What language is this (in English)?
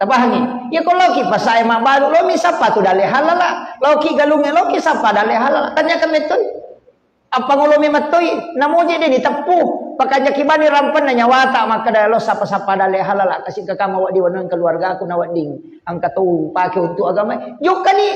Buginese